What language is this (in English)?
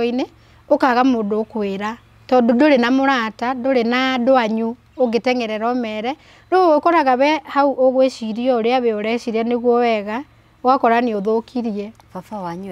Kikuyu